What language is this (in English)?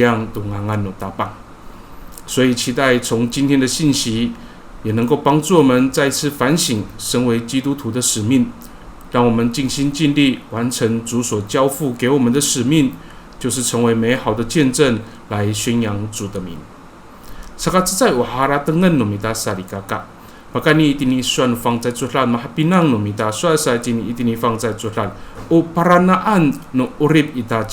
Amis